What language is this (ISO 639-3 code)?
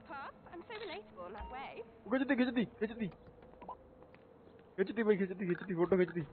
pan